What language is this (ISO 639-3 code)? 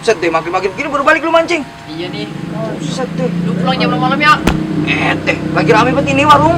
bew